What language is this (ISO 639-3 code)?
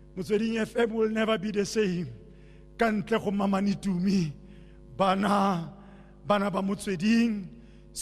tsn